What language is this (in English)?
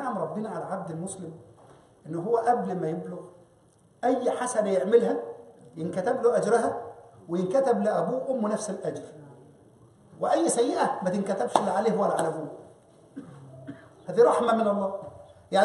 Egyptian Arabic